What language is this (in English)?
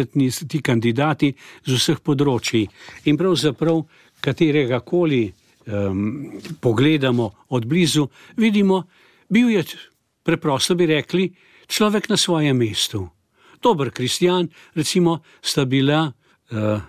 Slovenian